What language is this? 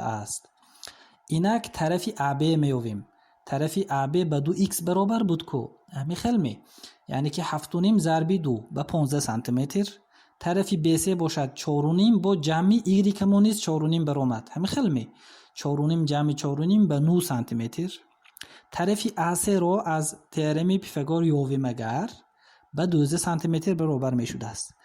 Tajik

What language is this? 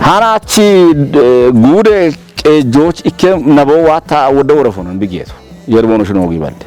Kafa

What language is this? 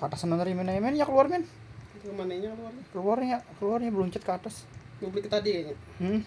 Banjar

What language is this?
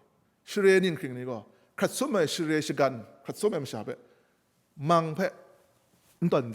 Kachin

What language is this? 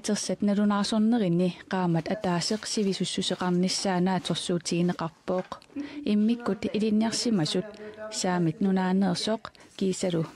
Kalaallisut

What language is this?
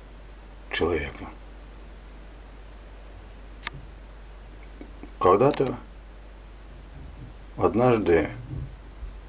Russian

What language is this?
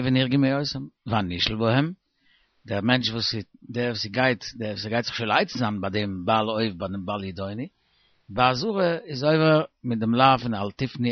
Yiddish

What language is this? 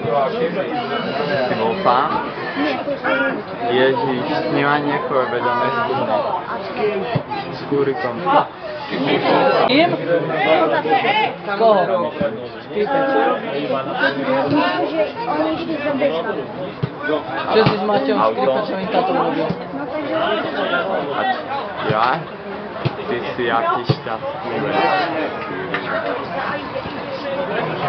Slovak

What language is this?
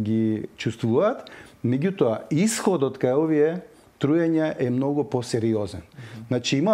Macedonian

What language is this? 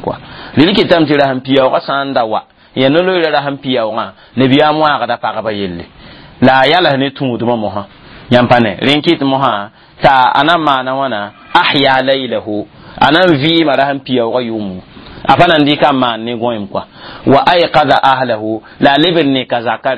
Mossi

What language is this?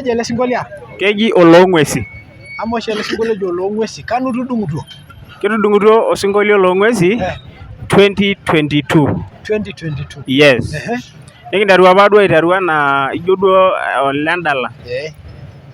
Masai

